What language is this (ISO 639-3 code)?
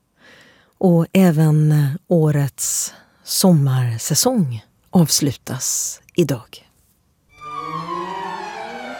swe